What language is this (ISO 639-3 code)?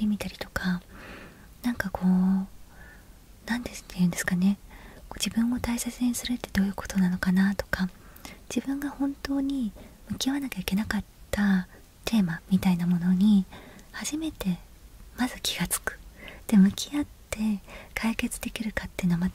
jpn